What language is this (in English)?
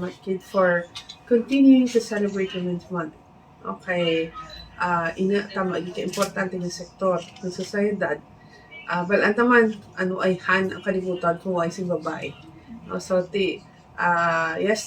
Hiligaynon